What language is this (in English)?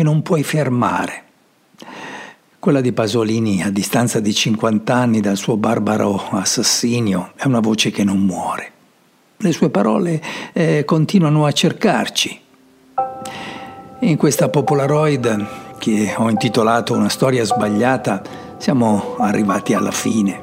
Italian